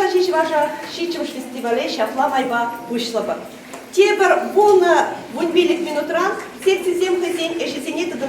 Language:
Chuvash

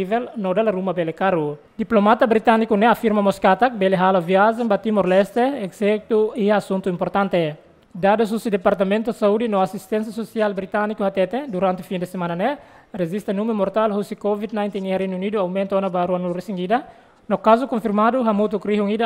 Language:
Tetum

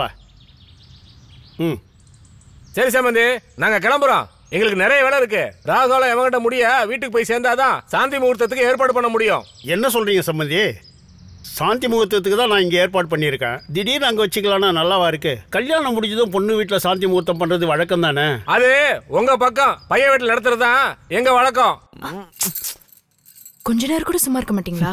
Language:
Tamil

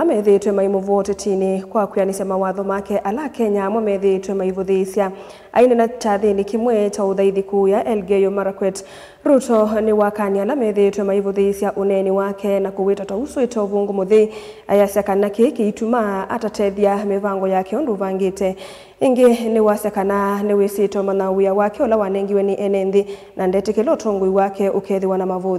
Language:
Kamba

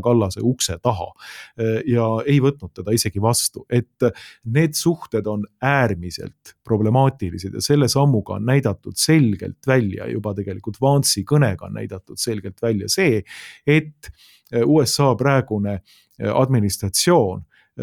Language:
Estonian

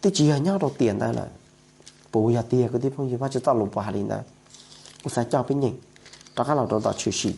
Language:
Hmong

